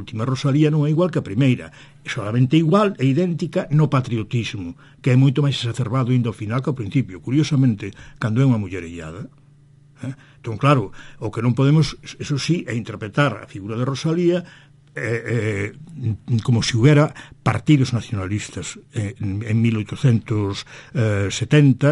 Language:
Galician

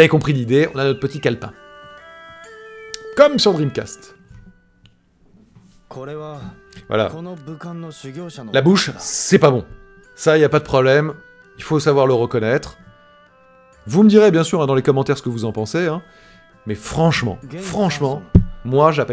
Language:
French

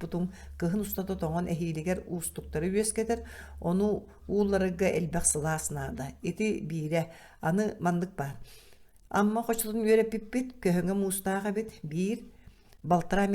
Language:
Yakut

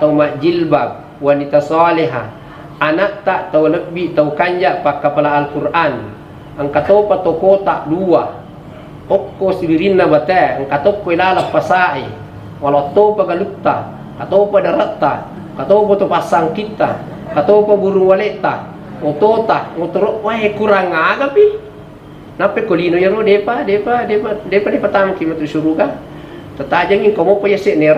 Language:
Buginese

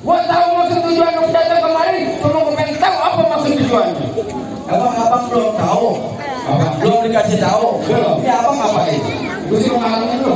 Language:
Betawi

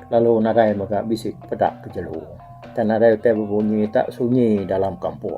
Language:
Iban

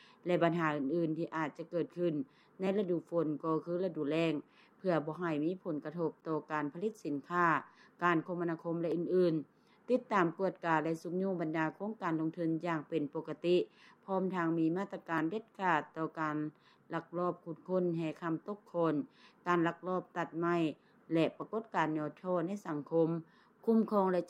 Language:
Lao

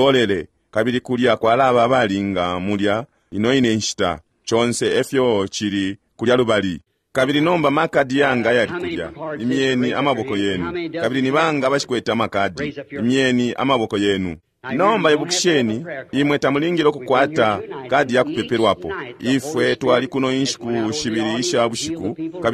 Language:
Bemba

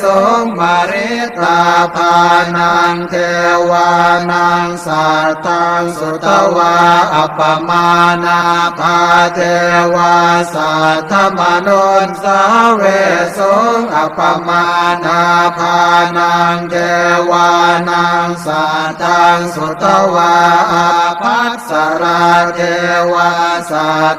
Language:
Pali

